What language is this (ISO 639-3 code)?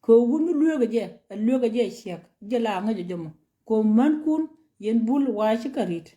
nus